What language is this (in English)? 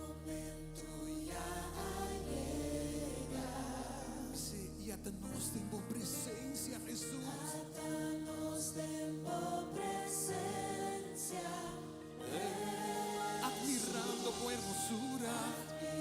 Papiamento